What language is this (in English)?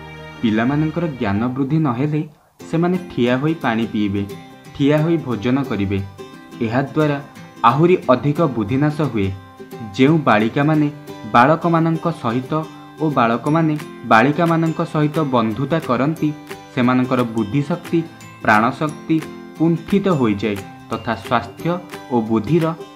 Odia